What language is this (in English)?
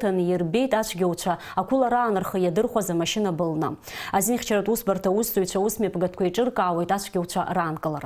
Abkhazian